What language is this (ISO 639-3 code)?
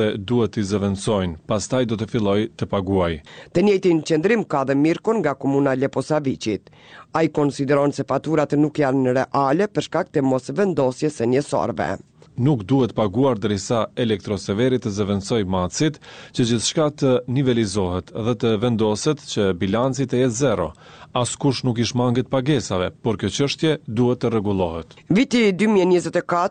sqi